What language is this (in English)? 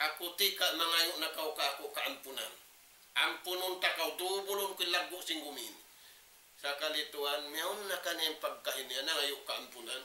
Tausug